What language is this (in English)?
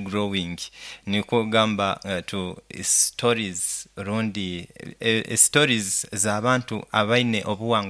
Nyoro